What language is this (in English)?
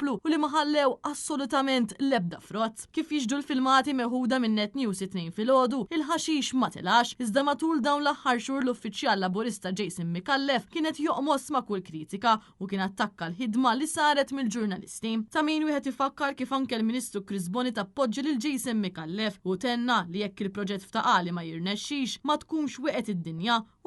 Maltese